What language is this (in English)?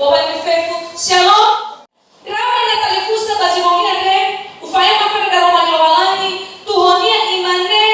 Nias